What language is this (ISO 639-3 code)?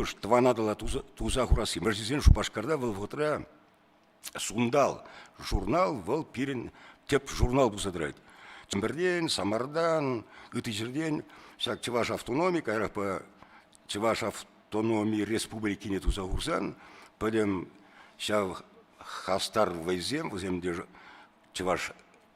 chv